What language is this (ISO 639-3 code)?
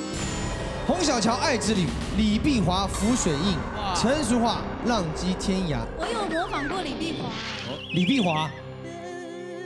zho